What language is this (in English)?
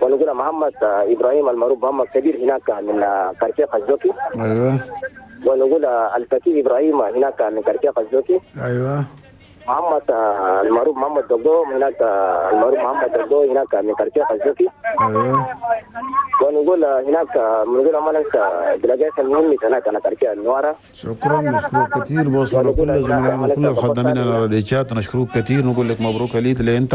Chadian Arabic